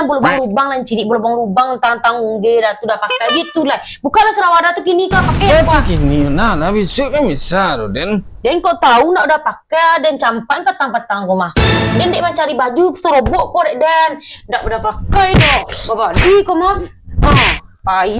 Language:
Minangkabau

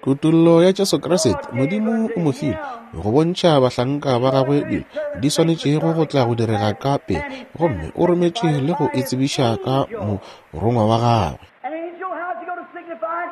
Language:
Northern Sotho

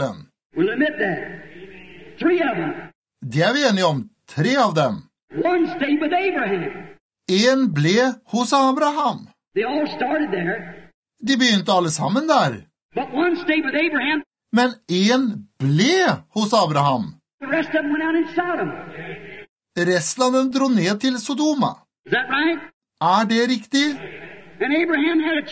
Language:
Norwegian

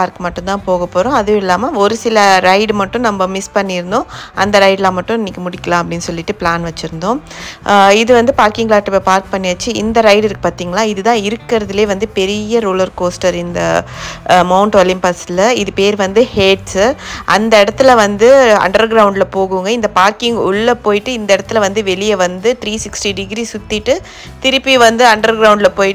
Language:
Tamil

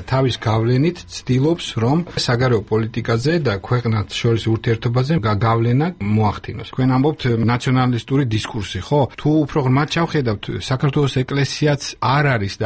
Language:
Georgian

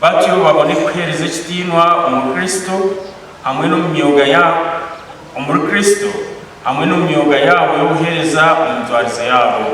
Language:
Nyankole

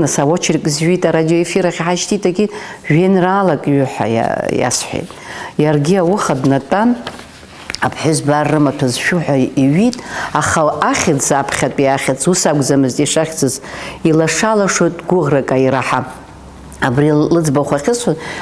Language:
Abkhazian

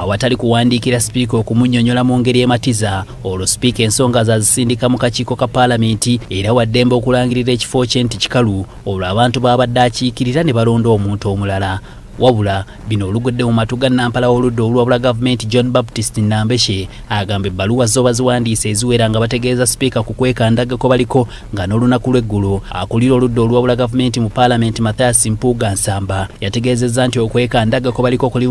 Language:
Ganda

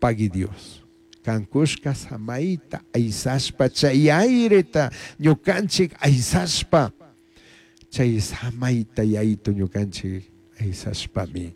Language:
Chimborazo Highland Quichua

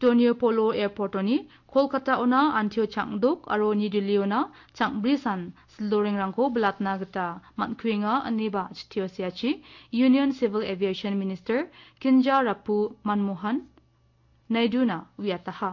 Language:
Garo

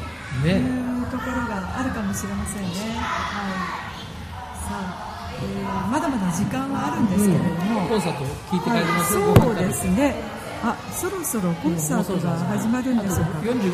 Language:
Japanese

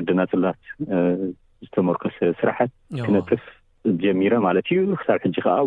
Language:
Tigrinya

